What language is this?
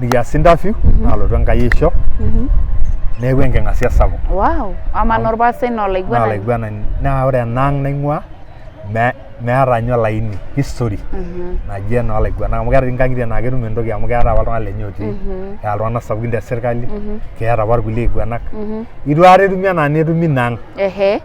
Masai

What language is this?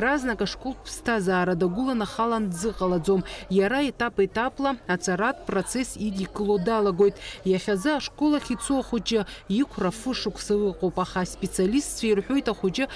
Abkhazian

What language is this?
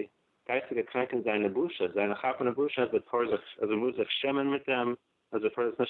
Yiddish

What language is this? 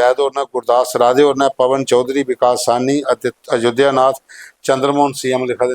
Dogri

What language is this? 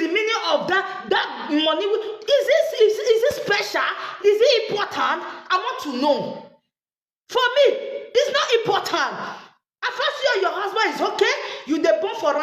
Nigerian Pidgin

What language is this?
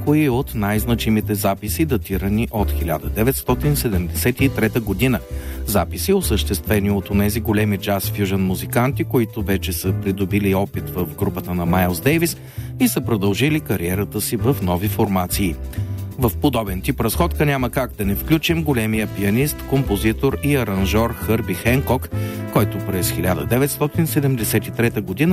Bulgarian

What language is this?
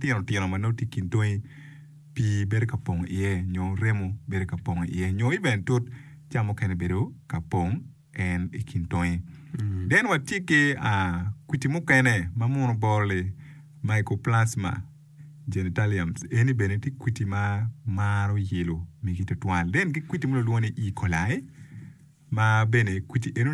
Acoli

